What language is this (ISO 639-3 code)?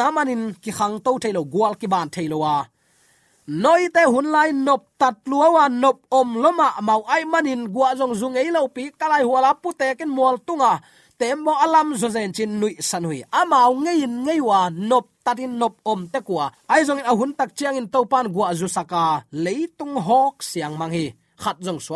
ctd